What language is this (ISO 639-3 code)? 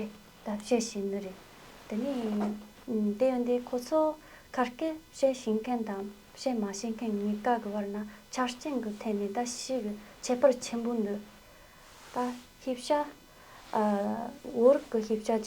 bod